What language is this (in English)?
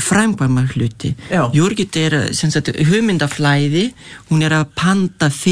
Icelandic